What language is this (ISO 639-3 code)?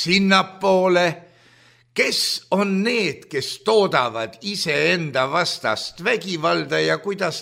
est